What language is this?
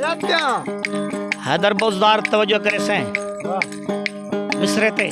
Saraiki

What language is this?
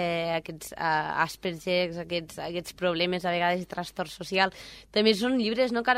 Catalan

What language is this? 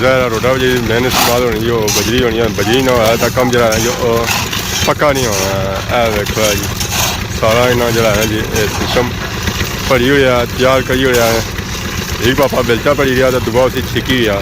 Pahari-Potwari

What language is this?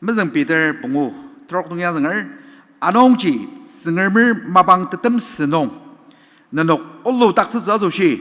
Ao Naga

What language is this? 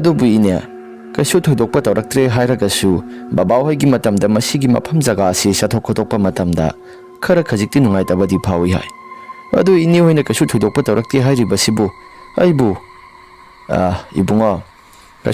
Manipuri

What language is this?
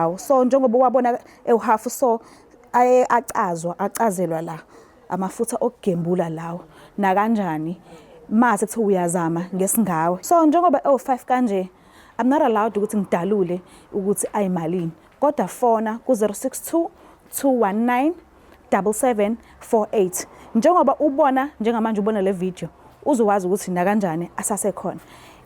Zulu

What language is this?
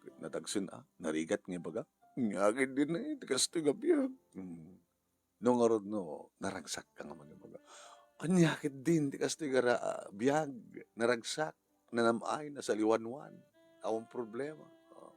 Iloko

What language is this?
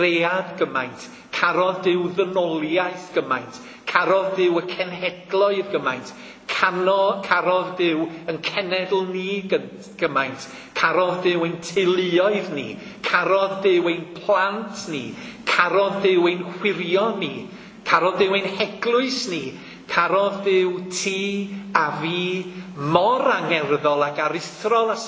Welsh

